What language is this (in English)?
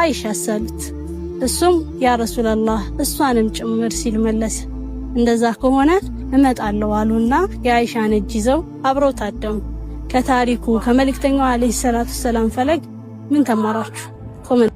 Amharic